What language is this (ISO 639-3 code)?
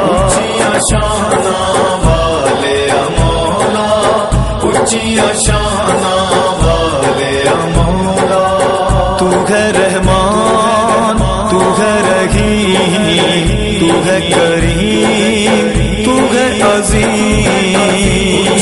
phr